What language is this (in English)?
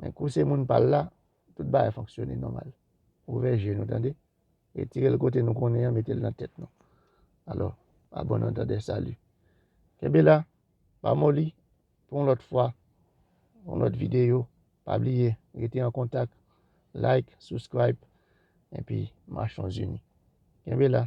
Haitian Creole